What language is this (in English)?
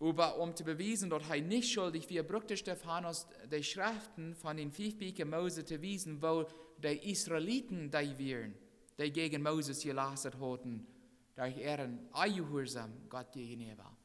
Plautdietsch